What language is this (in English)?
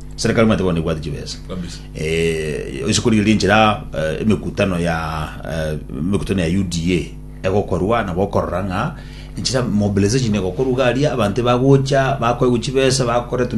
Gusii